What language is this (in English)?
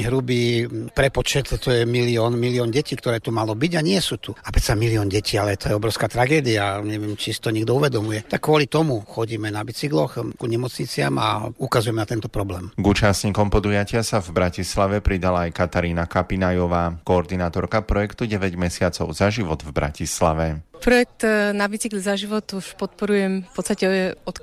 Slovak